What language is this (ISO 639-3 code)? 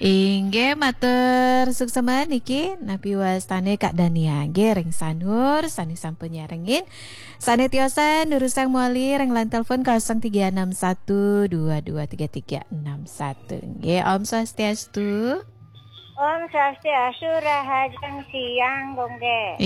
ban